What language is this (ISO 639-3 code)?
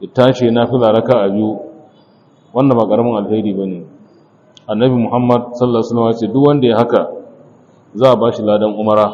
hau